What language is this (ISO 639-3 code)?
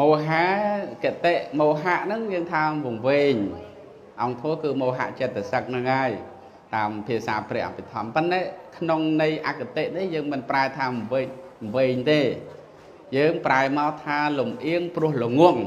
khm